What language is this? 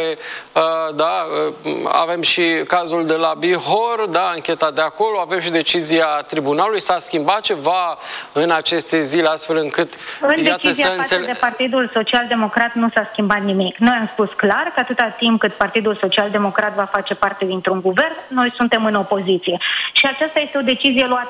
Romanian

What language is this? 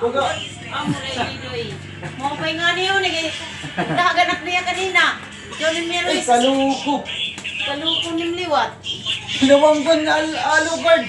Waray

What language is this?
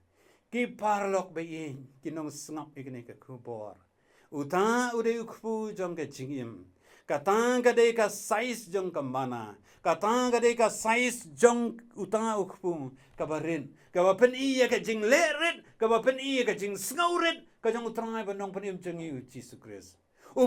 Khasi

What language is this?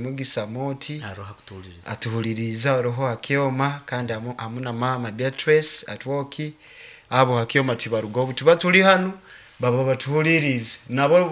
Nyoro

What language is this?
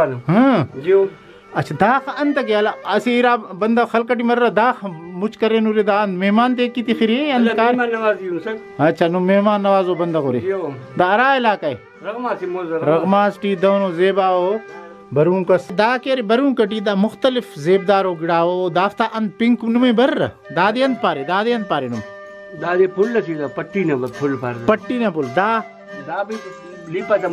Brahui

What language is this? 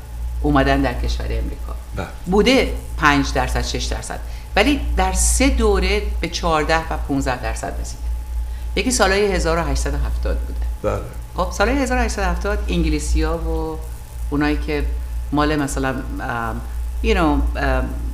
Persian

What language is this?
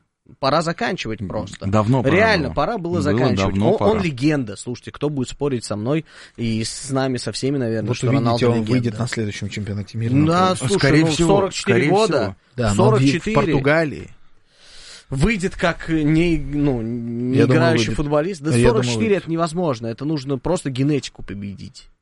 Russian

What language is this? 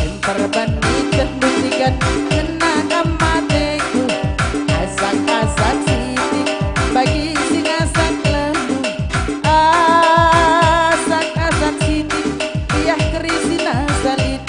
Batak Karo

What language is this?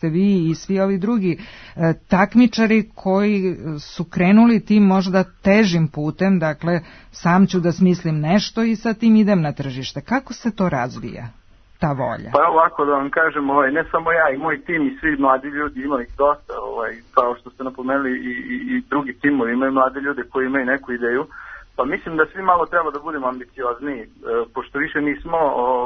Serbian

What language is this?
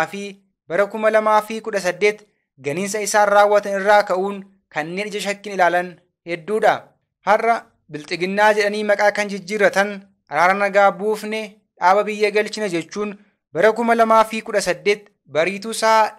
Oromo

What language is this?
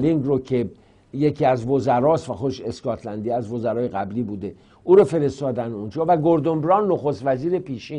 Persian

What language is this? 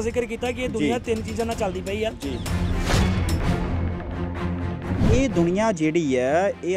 Punjabi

